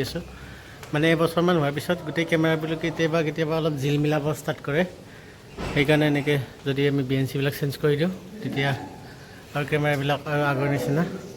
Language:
Assamese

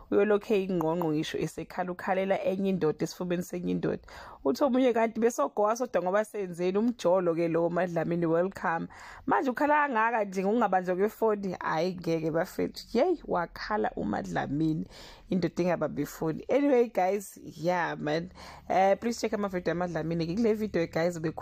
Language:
Zulu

